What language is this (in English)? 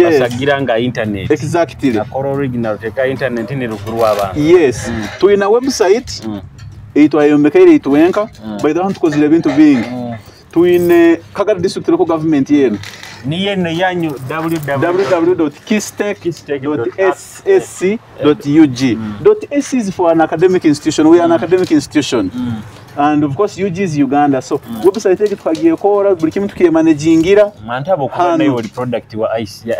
Nyoro